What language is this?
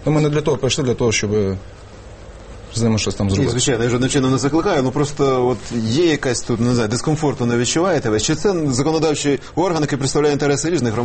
Ukrainian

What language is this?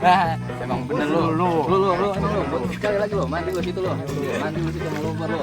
Betawi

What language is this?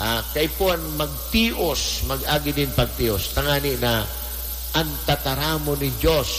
Bikol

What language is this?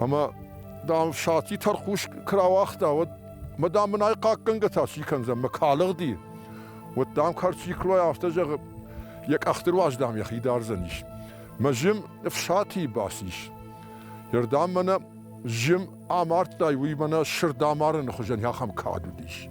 Ossetic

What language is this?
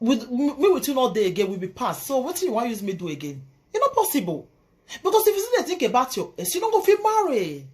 Nigerian Pidgin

